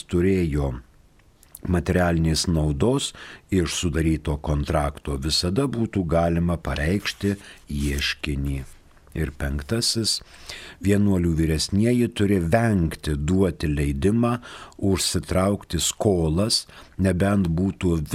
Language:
Lithuanian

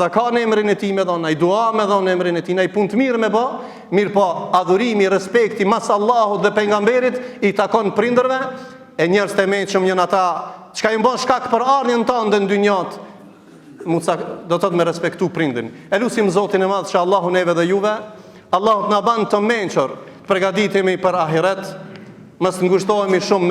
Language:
Albanian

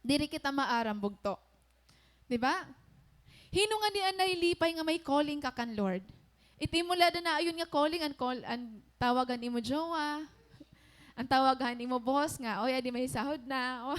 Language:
Waray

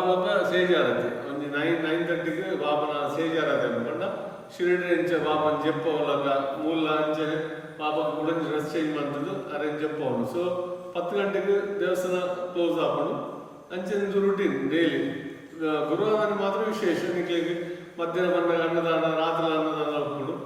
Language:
Tulu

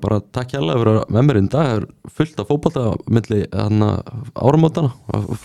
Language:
Icelandic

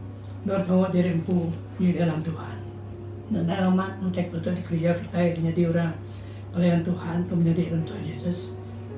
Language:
Iban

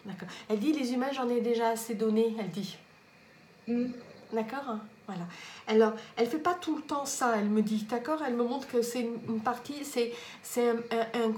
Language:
French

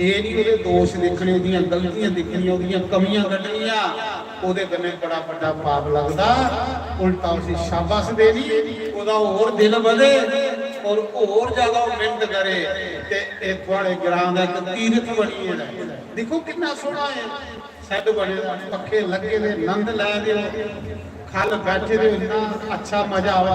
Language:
Dogri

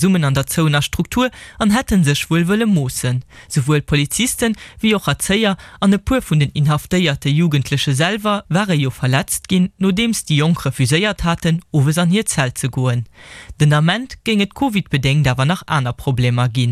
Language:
Luxembourgish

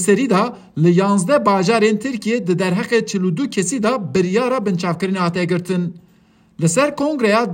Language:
Kurdish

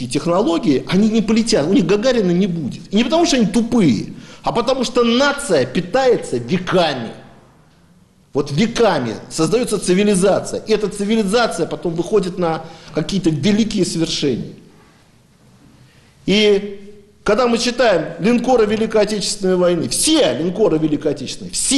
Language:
Russian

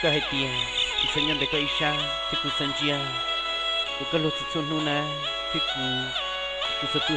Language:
Hmong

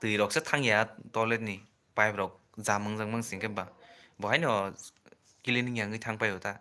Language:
Kok Borok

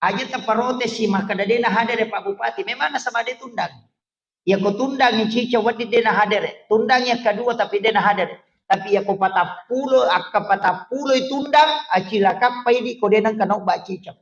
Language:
Buginese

